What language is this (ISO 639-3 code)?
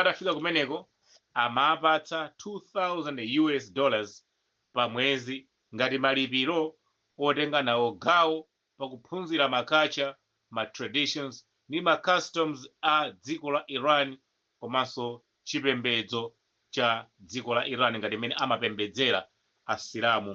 nya